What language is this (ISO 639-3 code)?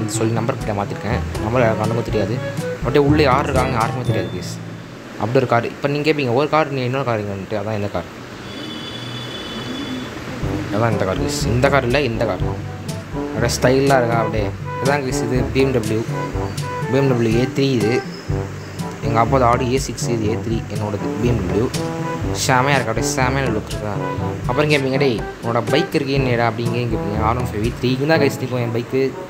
tam